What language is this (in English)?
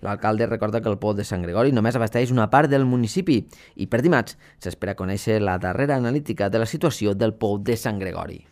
Catalan